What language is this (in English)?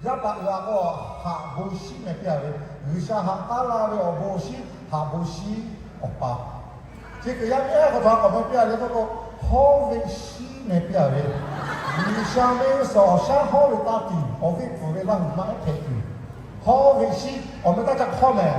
Lahu